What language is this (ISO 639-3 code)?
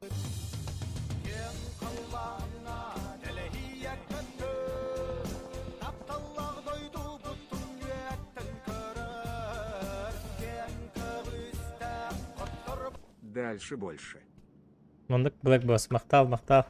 sah